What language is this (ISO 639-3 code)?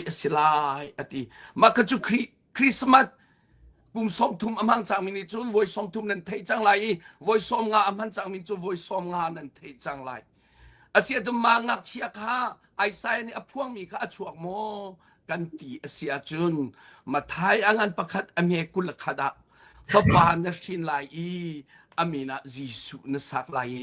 cnh